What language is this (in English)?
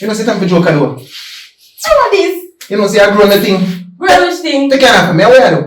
Jamaican Creole English